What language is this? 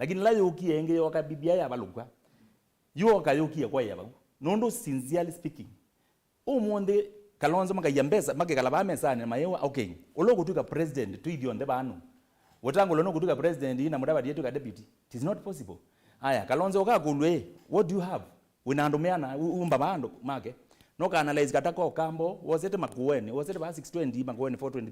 Kamba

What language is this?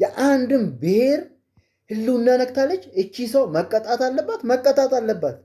Amharic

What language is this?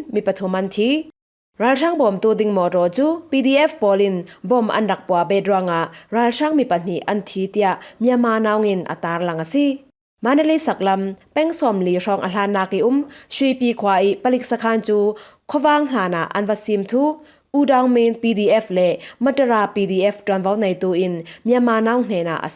Falam Chin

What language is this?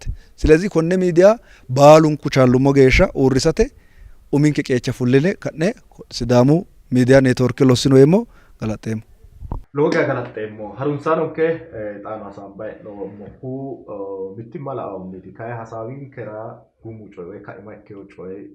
Sidamo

